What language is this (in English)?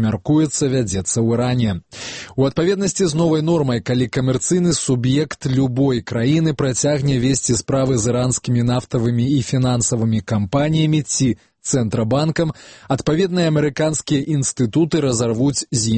Belarusian